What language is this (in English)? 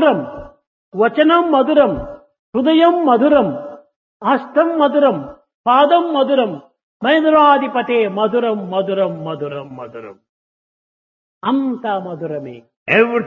Telugu